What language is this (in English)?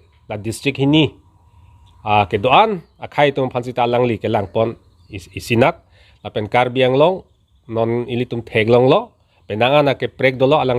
Karbi